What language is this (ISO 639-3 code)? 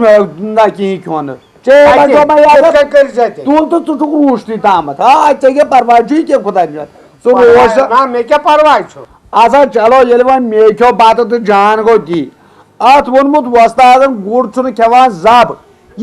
kas